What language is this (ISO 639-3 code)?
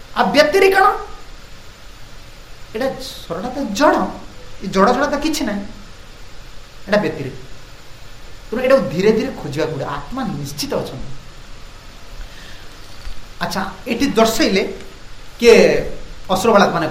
ori